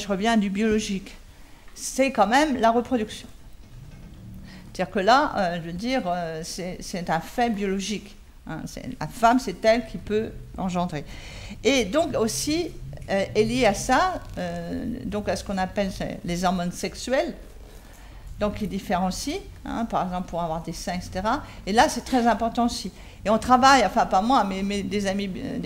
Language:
French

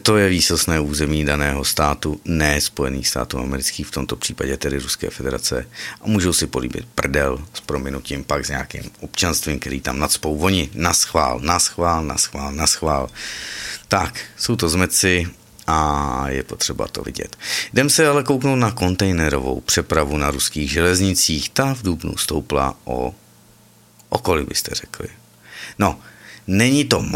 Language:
Czech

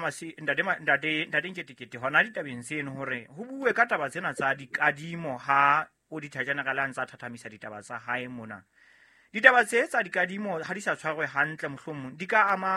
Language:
Southern Sotho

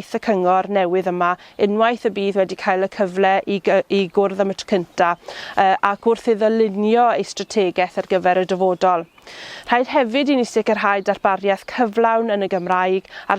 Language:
Welsh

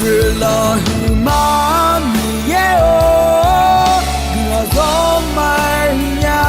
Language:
Akha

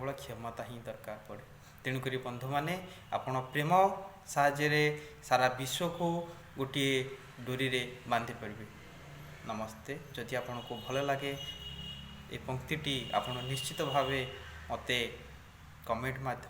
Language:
Odia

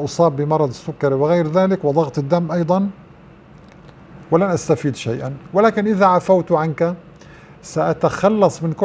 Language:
Arabic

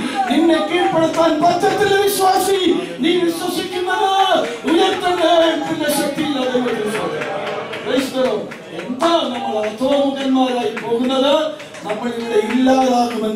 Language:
Malayalam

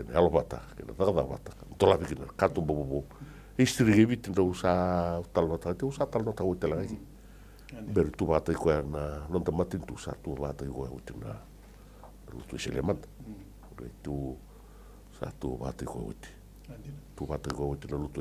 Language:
Fijian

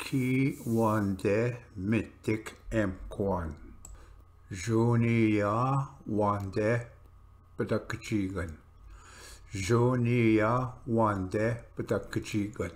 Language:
Ojibwa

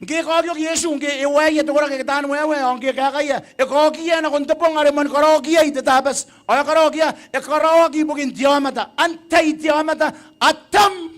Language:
Gilbertese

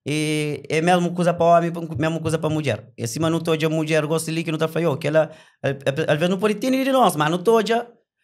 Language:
Kabuverdianu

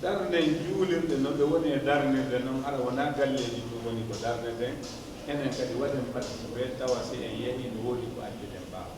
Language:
Fula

